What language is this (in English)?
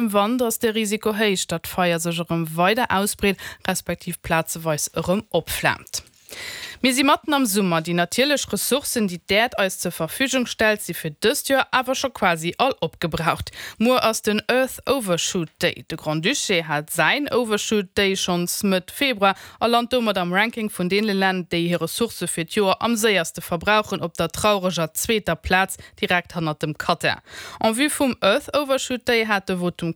Luxembourgish